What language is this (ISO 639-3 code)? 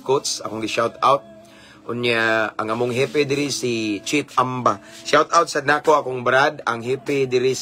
ceb